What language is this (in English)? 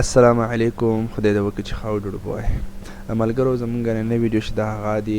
Pashto